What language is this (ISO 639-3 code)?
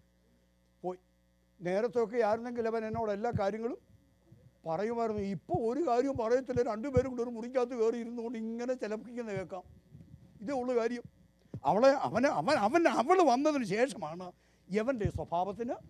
mal